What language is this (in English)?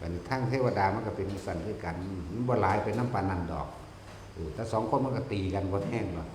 Northeastern Thai